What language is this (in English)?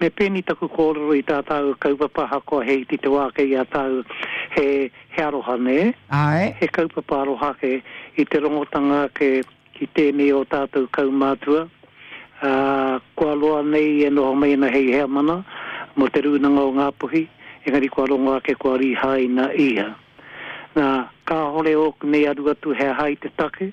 Māori